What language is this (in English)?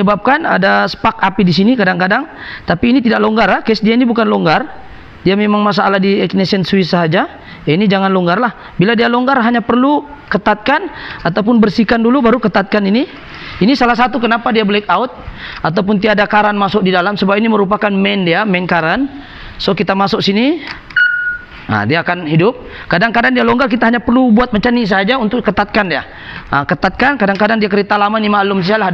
Malay